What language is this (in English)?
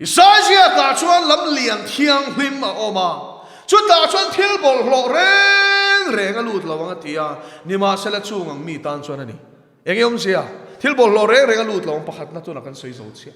Mizo